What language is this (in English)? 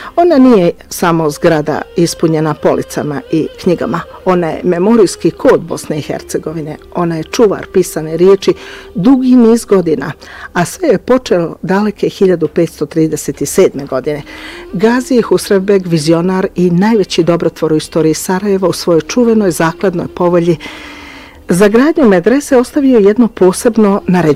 Bosnian